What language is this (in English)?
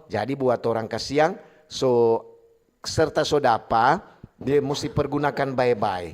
Manado Malay